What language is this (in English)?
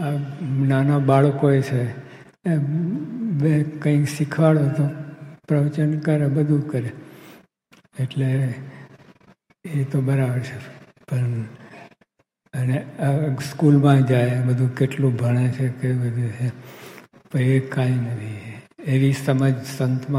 Gujarati